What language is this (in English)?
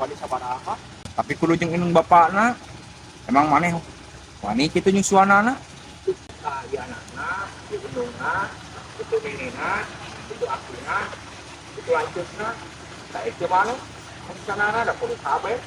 Sundanese